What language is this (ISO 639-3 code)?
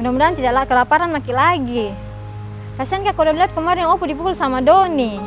mfp